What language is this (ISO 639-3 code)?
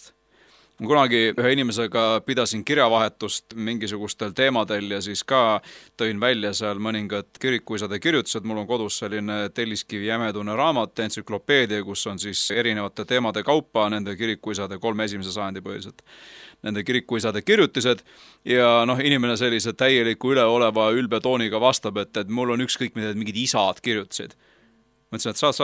est